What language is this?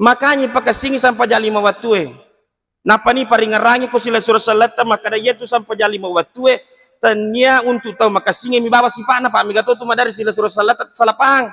Buginese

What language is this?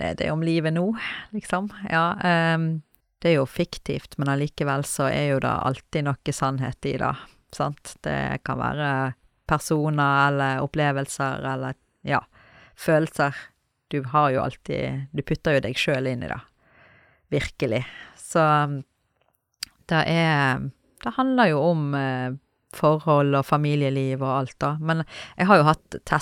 Norwegian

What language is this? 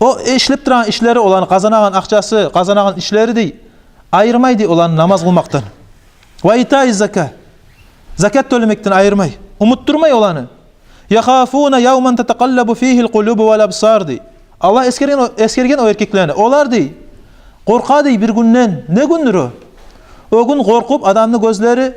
Kumyk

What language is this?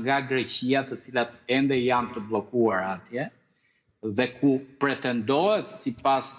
Albanian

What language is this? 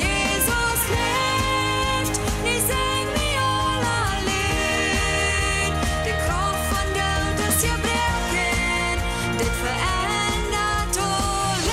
Plautdietsch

